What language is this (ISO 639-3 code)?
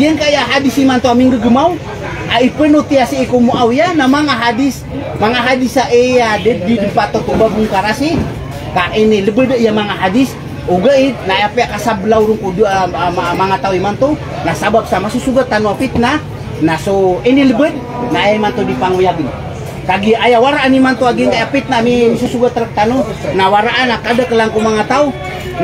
mrw